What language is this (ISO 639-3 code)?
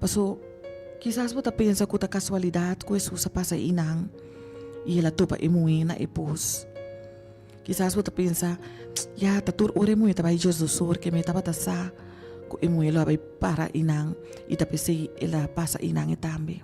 pap